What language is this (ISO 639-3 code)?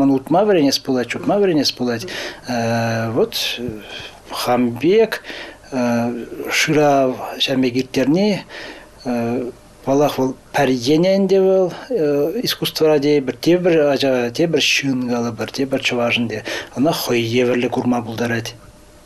chv